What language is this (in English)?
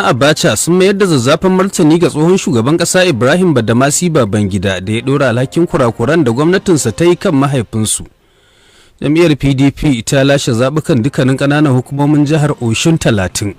Hausa